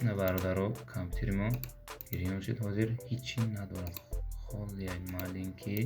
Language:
Tajik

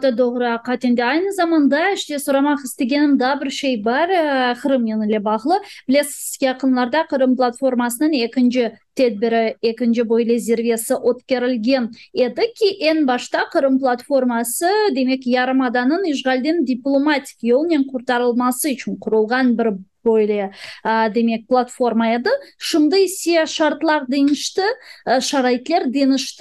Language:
Crimean Tatar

